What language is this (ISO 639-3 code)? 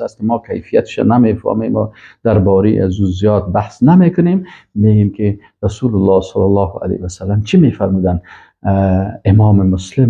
fas